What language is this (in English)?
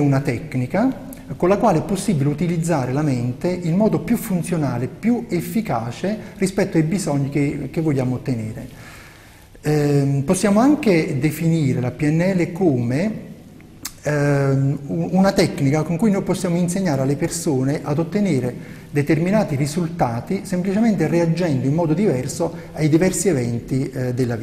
Italian